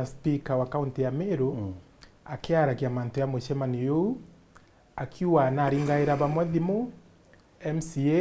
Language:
Meru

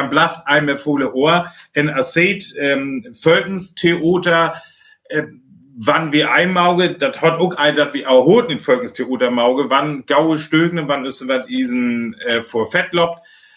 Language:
Northern Frisian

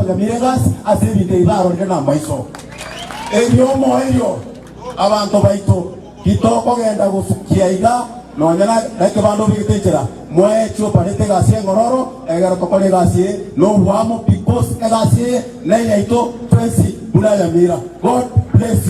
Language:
Gusii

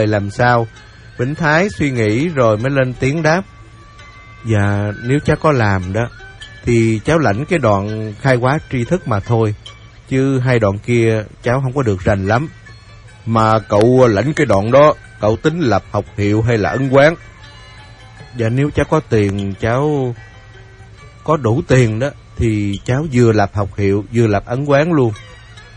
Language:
Vietnamese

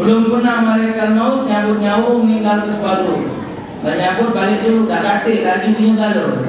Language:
Musi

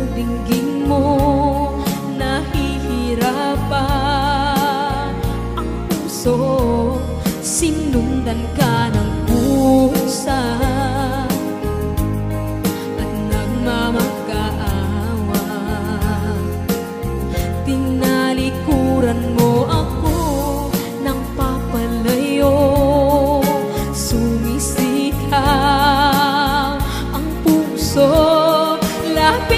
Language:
Filipino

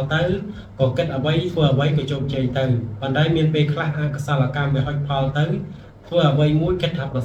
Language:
Khmer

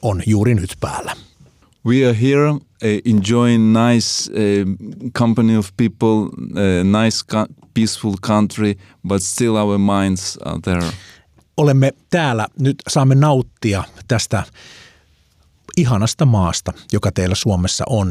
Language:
Finnish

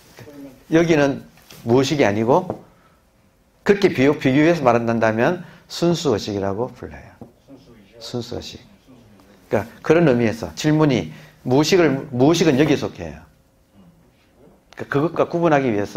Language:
Korean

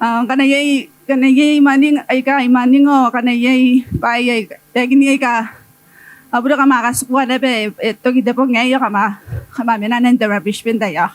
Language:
Gilbertese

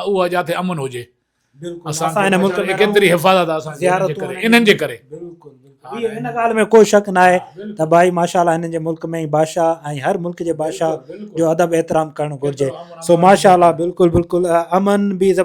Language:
Sindhi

